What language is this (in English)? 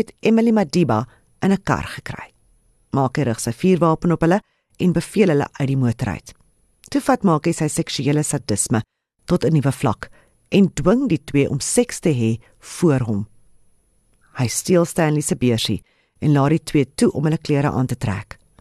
Afrikaans